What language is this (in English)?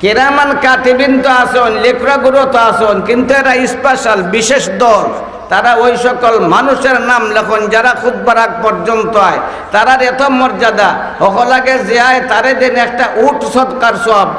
Sylheti